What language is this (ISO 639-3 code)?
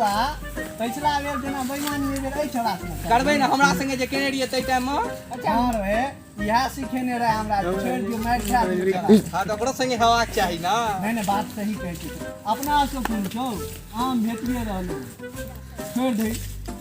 mai